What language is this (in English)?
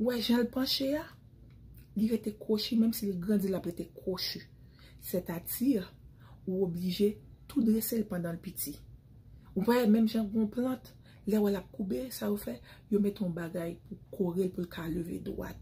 Haitian Creole